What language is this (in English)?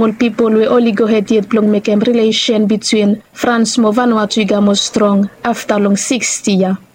Bislama